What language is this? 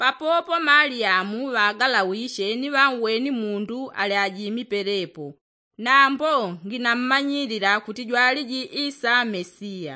Yao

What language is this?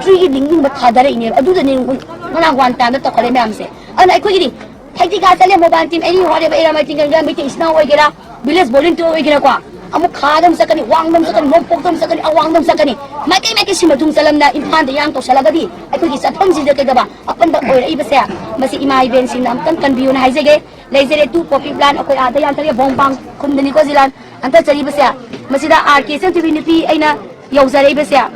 Manipuri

